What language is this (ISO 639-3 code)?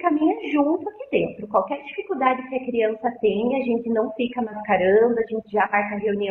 por